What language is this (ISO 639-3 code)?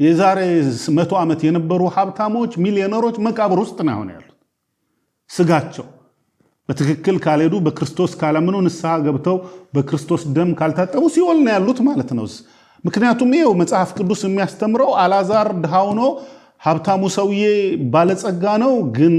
amh